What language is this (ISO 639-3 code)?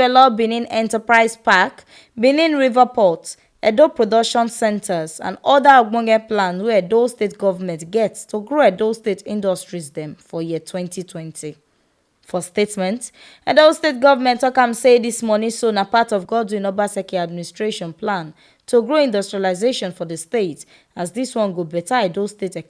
pcm